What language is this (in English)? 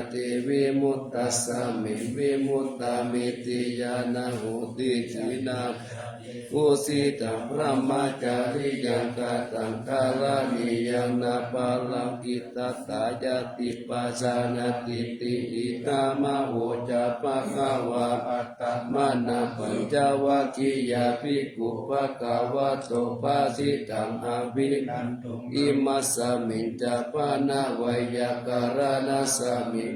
Pali